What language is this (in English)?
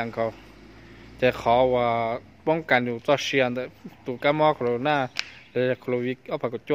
Hmong